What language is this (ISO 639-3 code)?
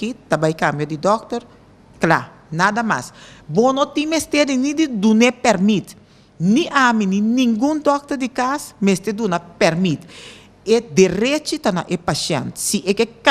pap